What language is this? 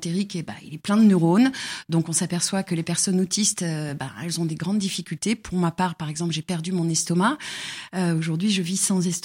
French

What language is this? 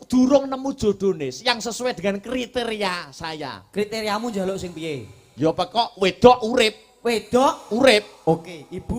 Javanese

